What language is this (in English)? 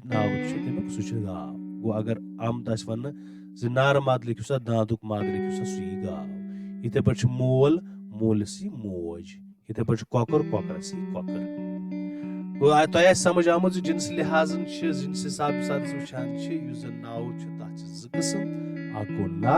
Kashmiri